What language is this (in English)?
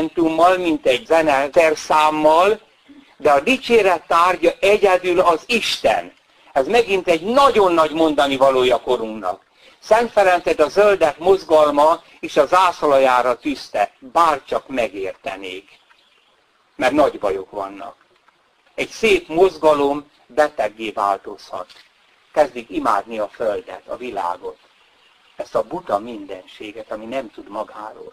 Hungarian